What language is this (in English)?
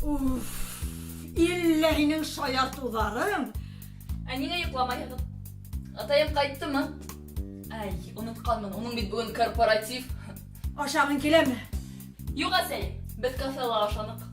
Bashkir